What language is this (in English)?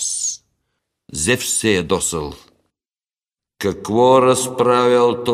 Bulgarian